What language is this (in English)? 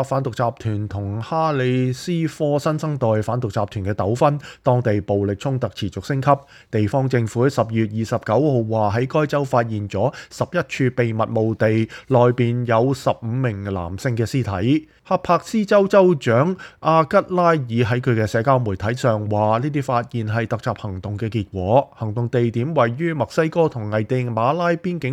Cantonese